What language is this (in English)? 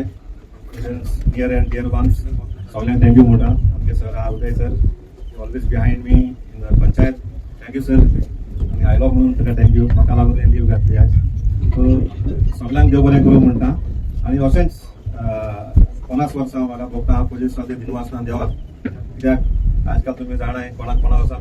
Konkani